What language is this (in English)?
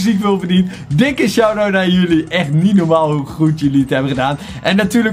Dutch